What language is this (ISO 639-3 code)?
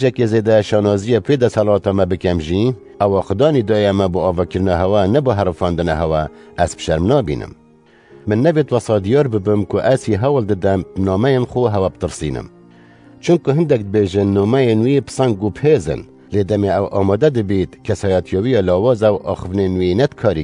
kur